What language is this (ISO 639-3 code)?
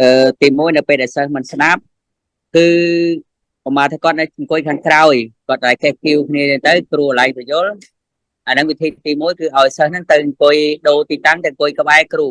khm